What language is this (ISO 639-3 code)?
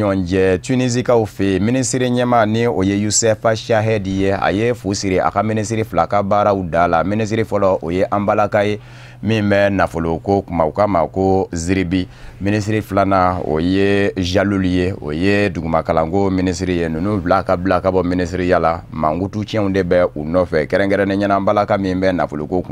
bam